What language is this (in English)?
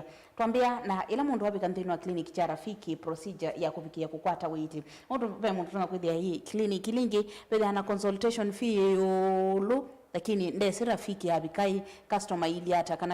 Kamba